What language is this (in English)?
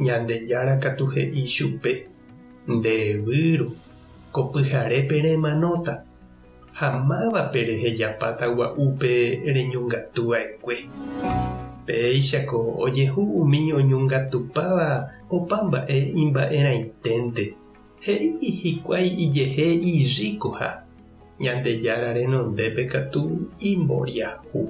Guarani